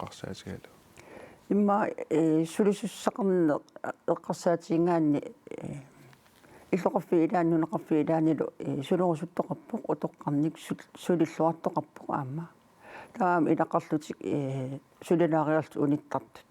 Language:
Kalaallisut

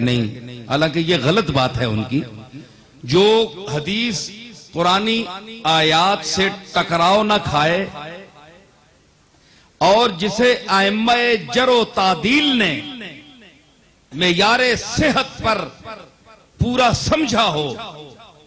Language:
Urdu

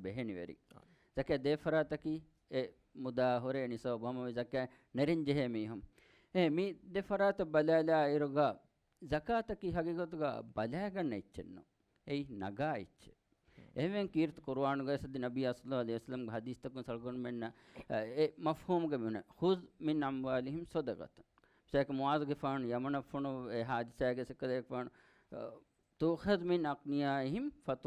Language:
Divehi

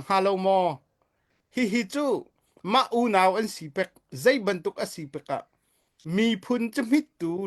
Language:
Hakha Chin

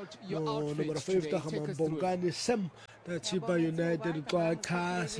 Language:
Swahili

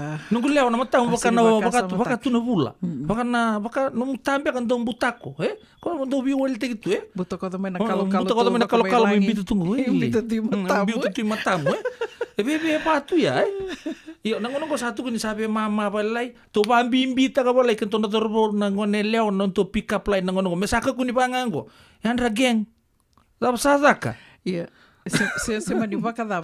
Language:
Fijian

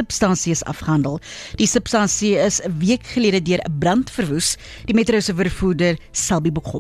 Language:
Afrikaans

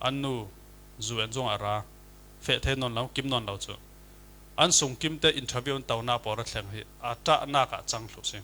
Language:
Falam Chin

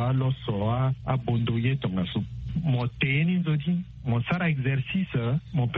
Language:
Sango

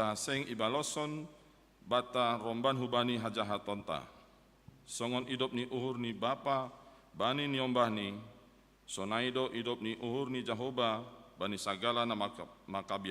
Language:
Batak Simalungun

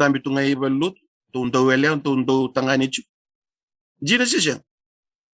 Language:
Fijian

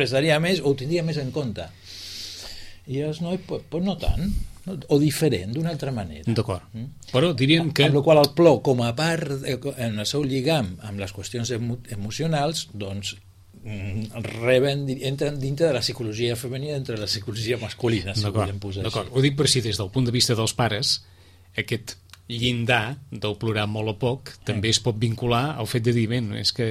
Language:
Catalan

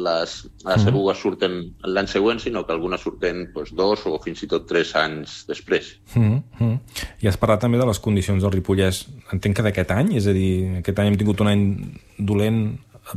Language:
Catalan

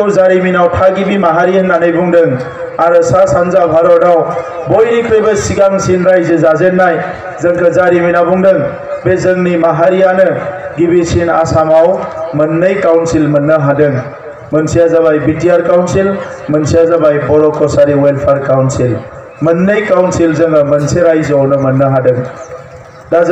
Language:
Bodo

